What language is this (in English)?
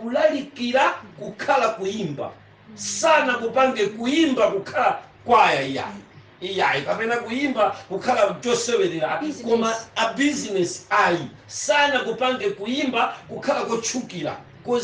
Nyanja